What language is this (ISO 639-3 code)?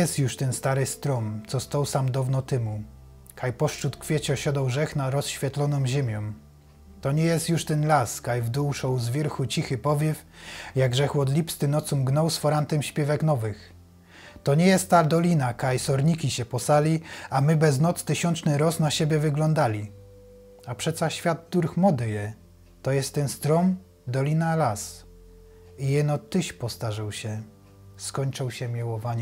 szl